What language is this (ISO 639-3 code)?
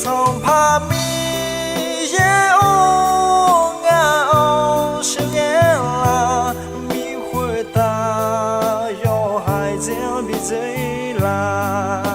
ahk